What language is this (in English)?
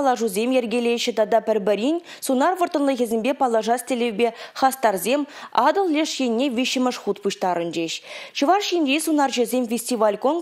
Chuvash